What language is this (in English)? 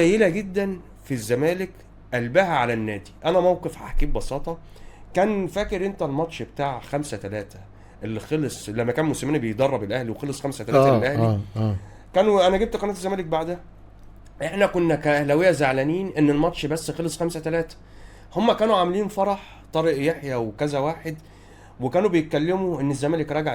Egyptian Arabic